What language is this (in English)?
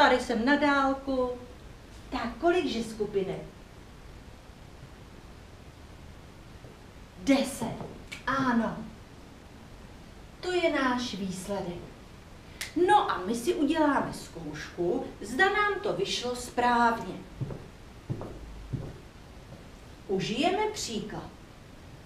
Czech